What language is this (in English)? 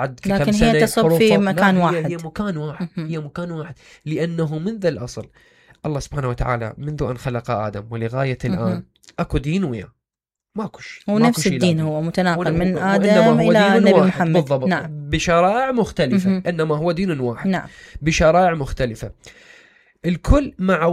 Mesopotamian Arabic